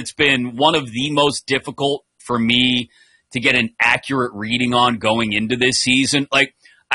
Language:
English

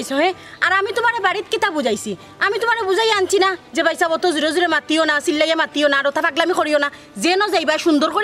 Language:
Sylheti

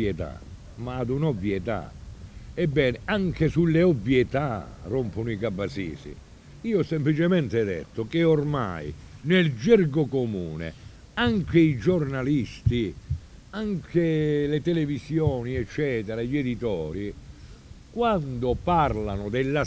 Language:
Italian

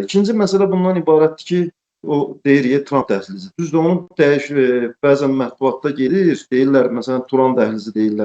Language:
Azerbaijani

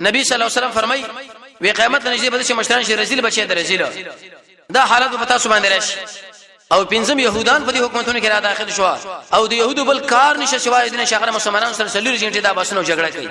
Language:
Pashto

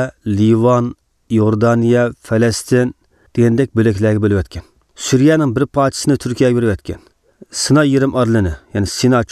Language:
Uyghur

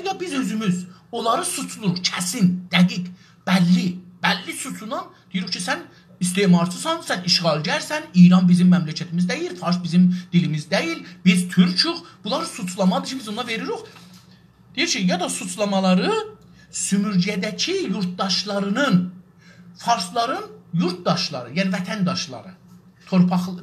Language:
South Azerbaijani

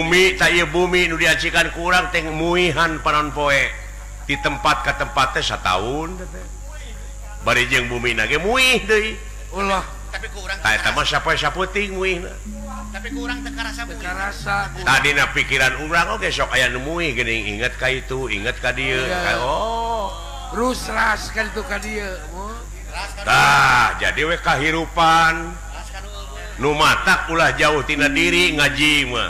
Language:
Sundanese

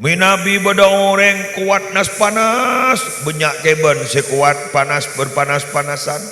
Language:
Madurese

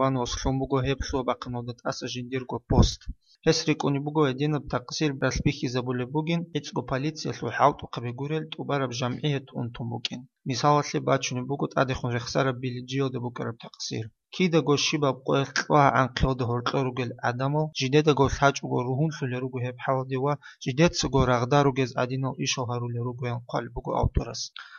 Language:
Avaric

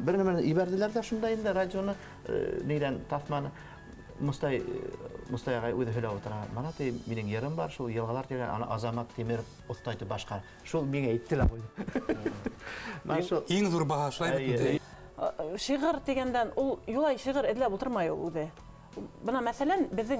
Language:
Bashkir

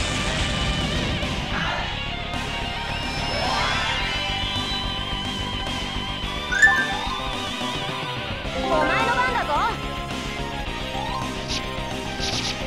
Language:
Japanese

